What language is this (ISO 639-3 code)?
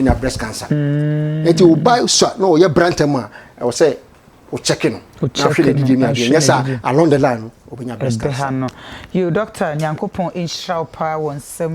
aka